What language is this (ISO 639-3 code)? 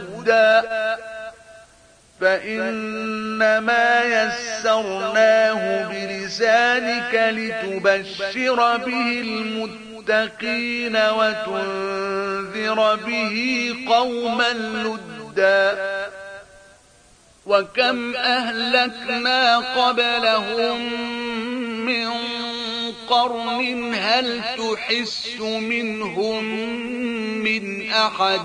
ara